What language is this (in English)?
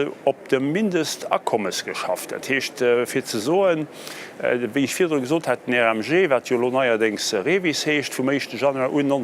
Luxembourgish